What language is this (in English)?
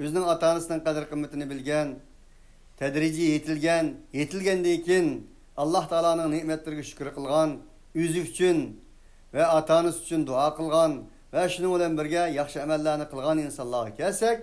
Uyghur